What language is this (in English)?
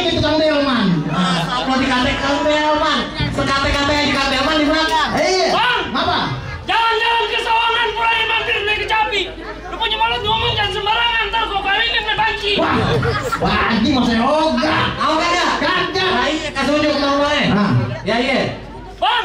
Betawi